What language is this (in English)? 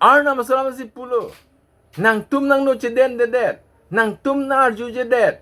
Karbi